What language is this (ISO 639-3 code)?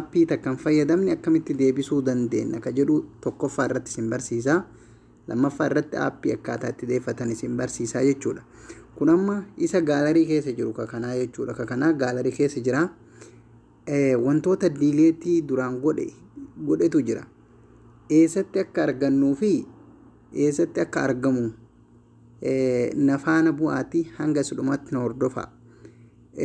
orm